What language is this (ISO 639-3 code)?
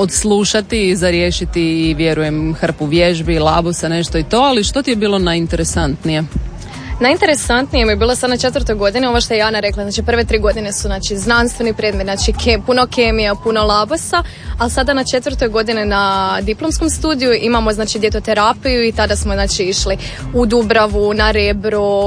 hrv